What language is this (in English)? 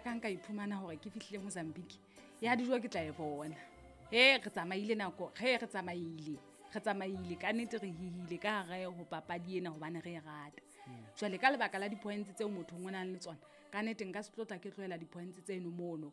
Southern Sotho